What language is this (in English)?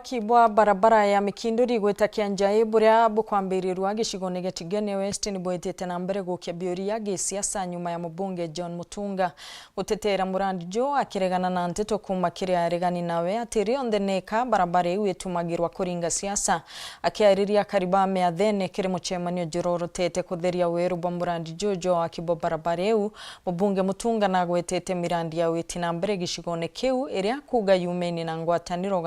Meru